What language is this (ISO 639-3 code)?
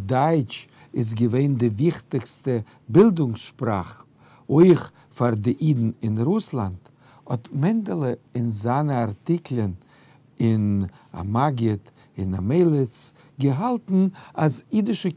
yid